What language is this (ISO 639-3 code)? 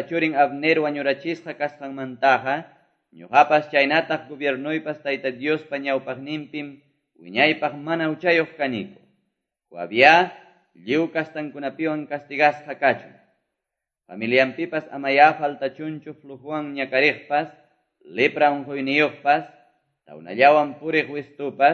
que